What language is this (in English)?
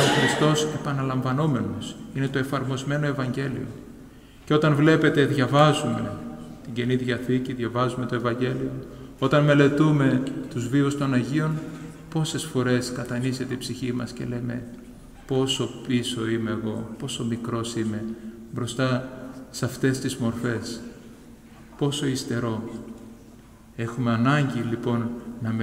Greek